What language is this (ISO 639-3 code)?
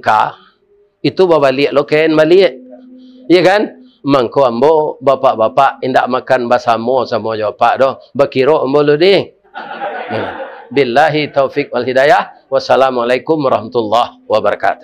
min